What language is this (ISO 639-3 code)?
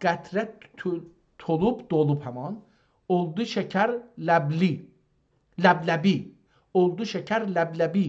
azb